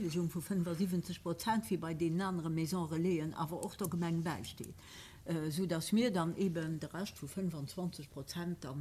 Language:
Luxembourgish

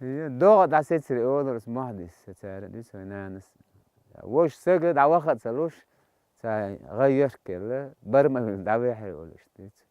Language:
Chechen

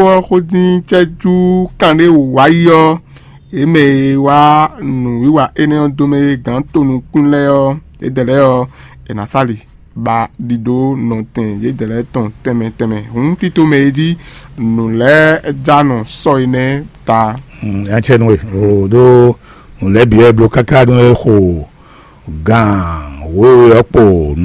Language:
Fon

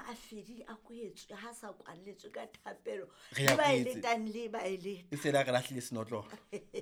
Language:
Southern Sotho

